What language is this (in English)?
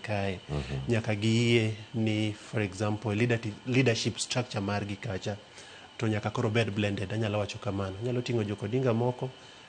Luo (Kenya and Tanzania)